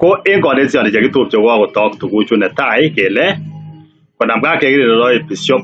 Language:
Kalenjin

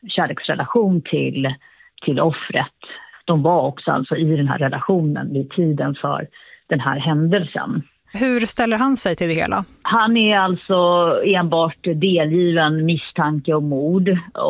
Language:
Swedish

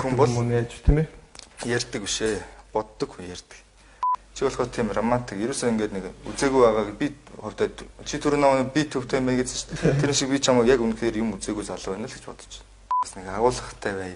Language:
Mongolian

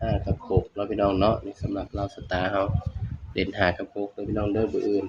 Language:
Northeastern Thai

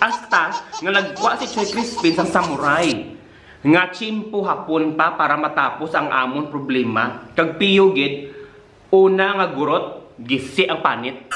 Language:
Hiligaynon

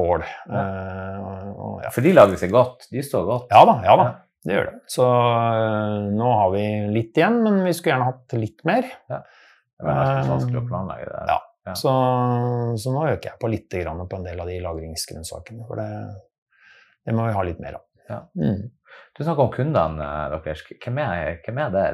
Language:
Norwegian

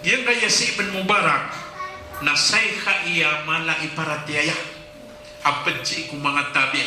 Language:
Maranao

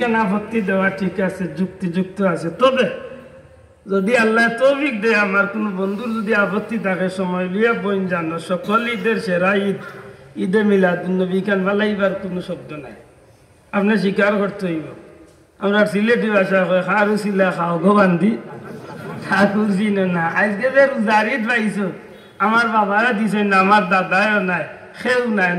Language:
Sylheti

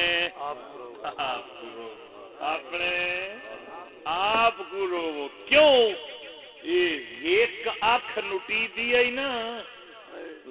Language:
Saraiki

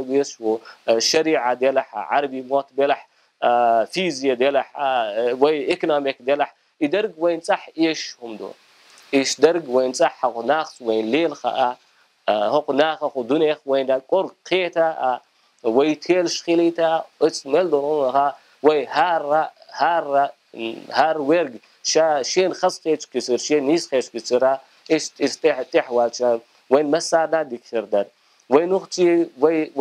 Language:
Chechen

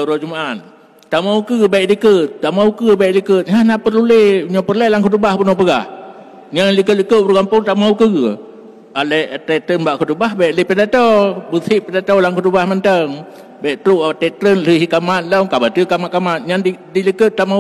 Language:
Achinese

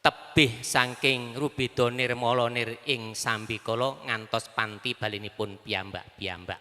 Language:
Javanese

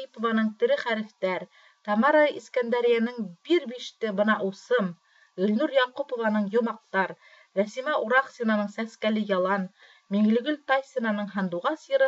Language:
Bashkir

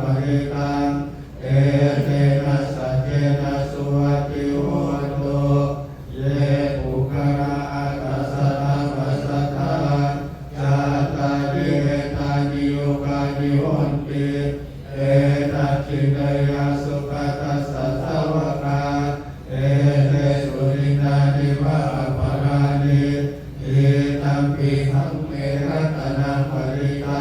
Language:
Pali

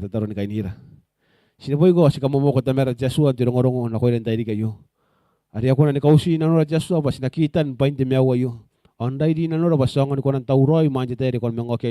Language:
Gilbertese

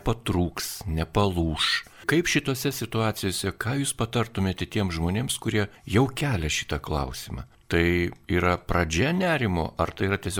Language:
Lithuanian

